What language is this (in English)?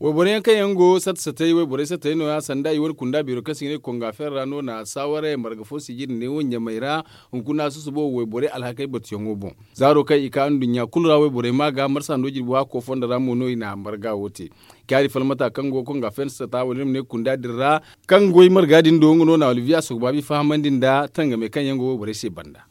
Zarma